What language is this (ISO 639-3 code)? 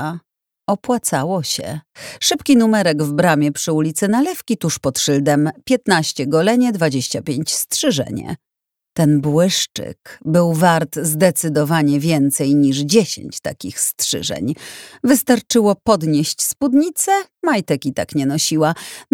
pol